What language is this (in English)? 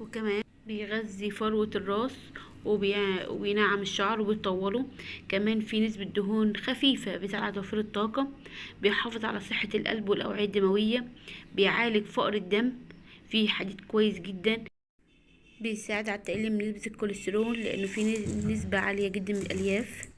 Egyptian Arabic